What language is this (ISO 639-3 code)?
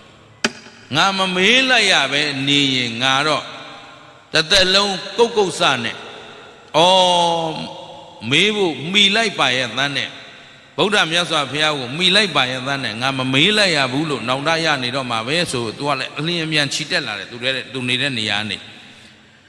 mya